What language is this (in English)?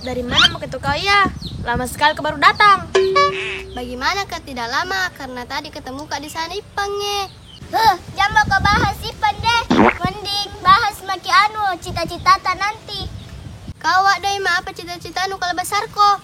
Makassar Malay